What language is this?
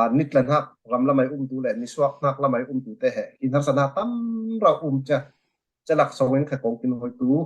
Falam Chin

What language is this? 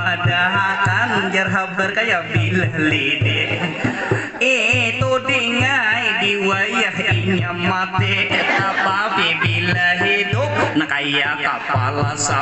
Banjar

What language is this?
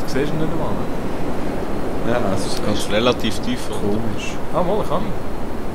Swiss German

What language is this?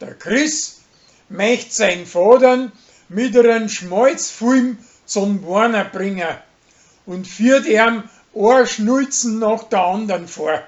Bavarian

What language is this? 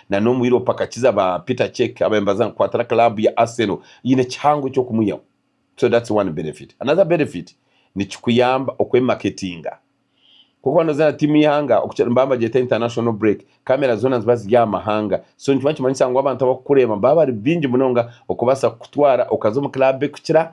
Nyankole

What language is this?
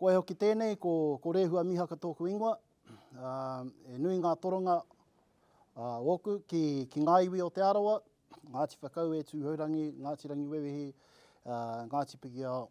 Māori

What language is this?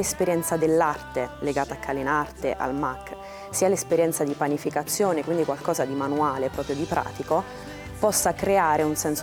Italian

